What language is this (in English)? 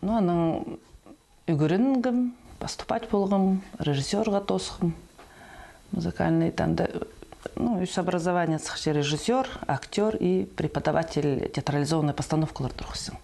Khakas